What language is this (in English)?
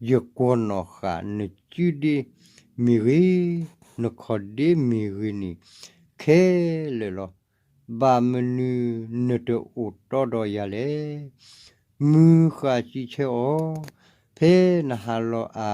S'gaw Karen